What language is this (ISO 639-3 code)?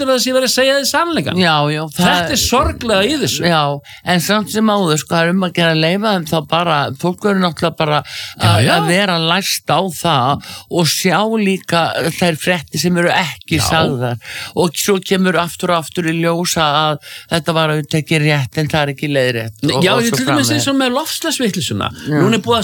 isl